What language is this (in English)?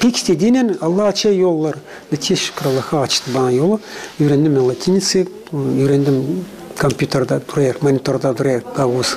Gagauz